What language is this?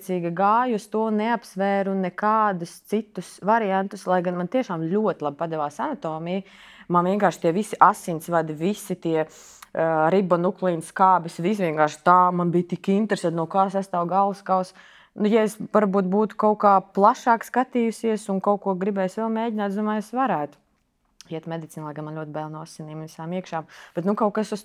Latvian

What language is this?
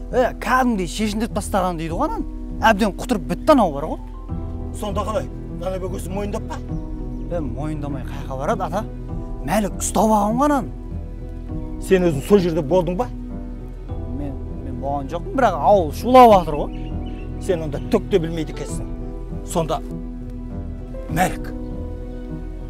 Kazakh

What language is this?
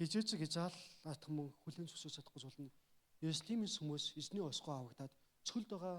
Mongolian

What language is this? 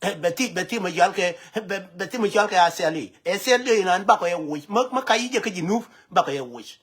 Nuer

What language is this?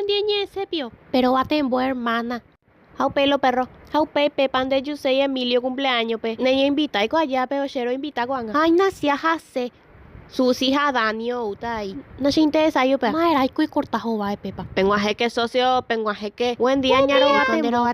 Guarani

